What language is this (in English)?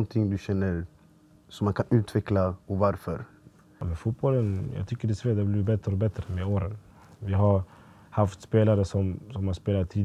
Swedish